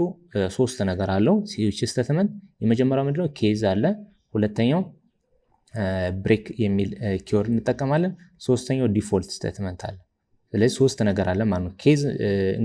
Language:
Amharic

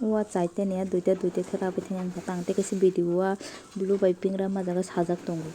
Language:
Kok Borok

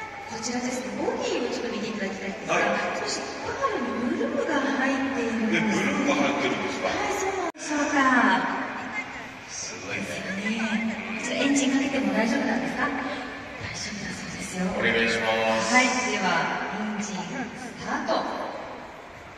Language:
Japanese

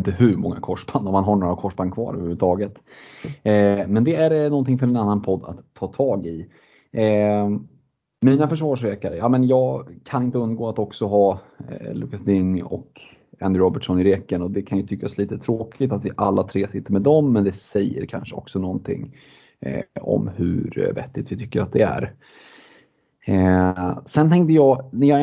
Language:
Swedish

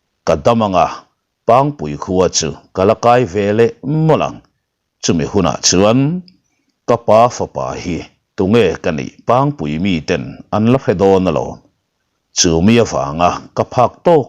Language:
Mizo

